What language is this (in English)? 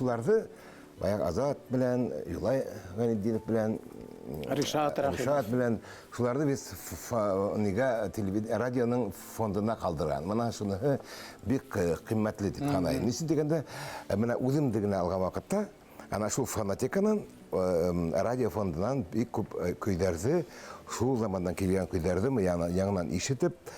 Bashkir